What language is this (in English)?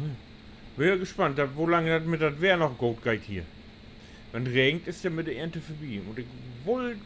Low German